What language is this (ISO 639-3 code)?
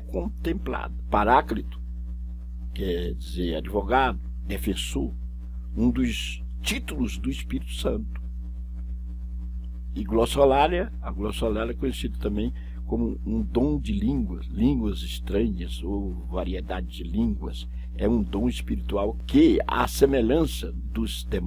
por